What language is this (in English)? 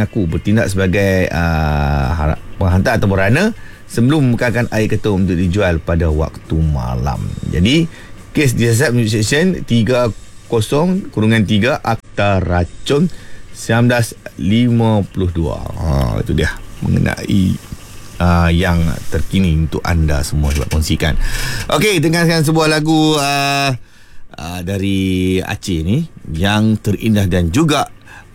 Malay